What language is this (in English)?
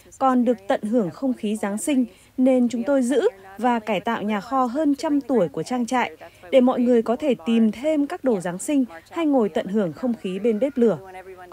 Vietnamese